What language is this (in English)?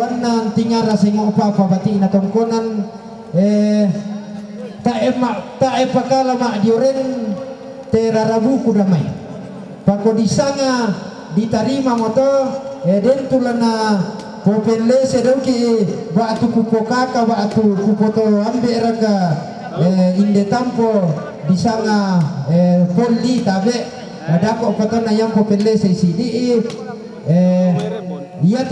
Toraja-Sa'dan